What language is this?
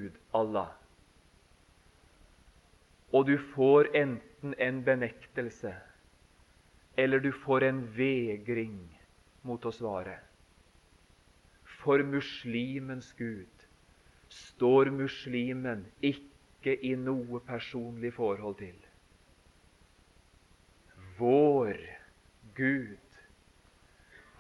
Norwegian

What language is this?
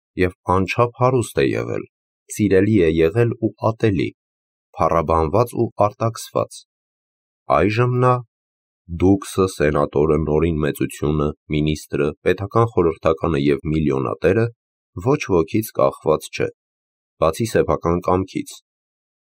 Armenian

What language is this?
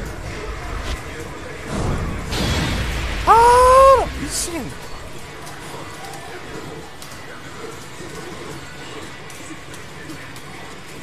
Korean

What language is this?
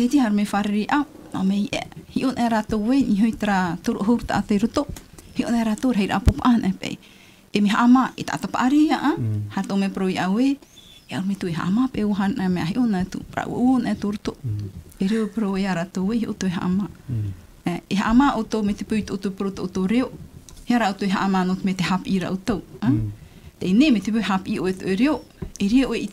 Tahitian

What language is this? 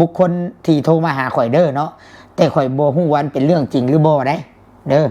Northeastern Thai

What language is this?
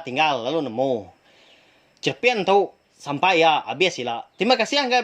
Iban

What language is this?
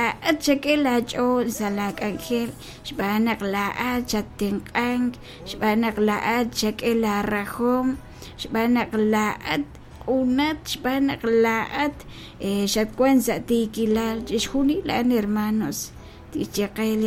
Kekchí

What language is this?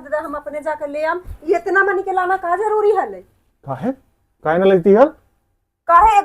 Magahi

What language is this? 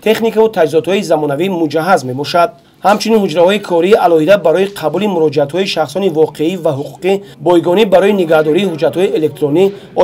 Tajik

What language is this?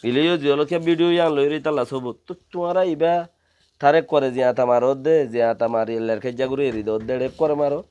Rohingya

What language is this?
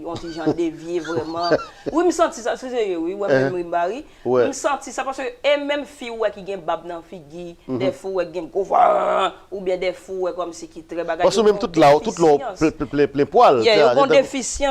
Haitian Creole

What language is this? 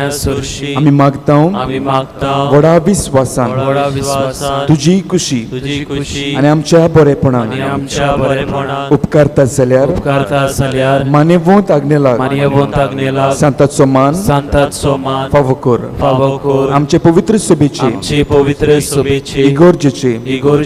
Konkani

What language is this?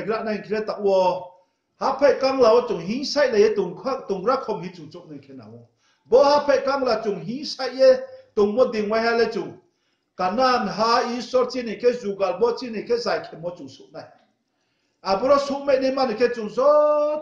Riang (India)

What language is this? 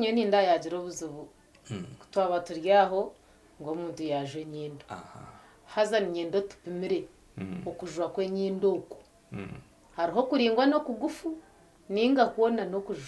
Nyankole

